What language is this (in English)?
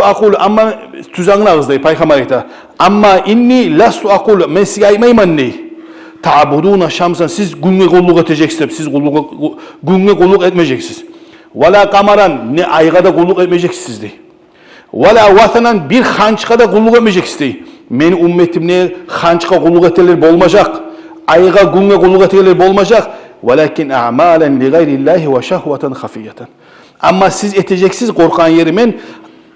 Kumyk